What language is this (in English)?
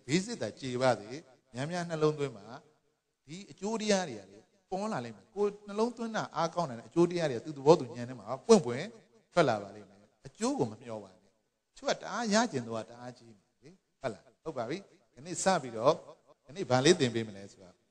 Burmese